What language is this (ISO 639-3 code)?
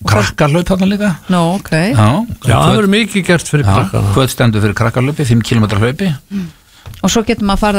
isl